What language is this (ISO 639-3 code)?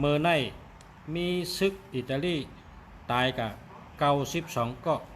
shn